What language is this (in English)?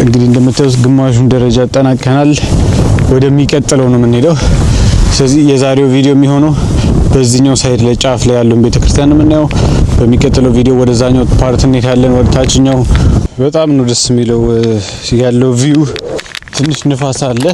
Amharic